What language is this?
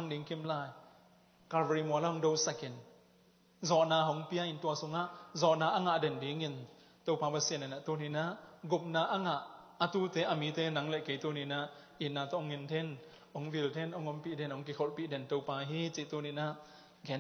Tedim Chin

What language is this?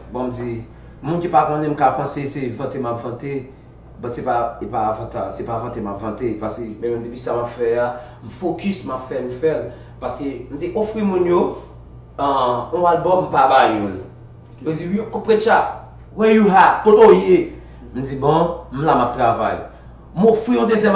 Haitian Creole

